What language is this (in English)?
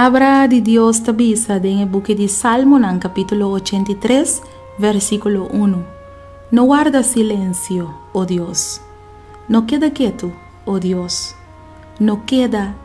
Papiamento